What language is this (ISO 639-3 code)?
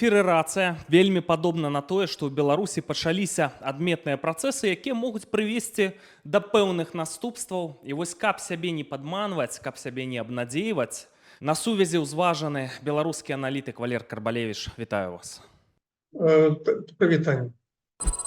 bel